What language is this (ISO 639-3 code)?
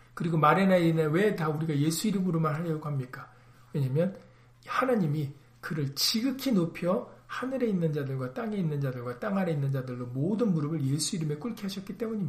kor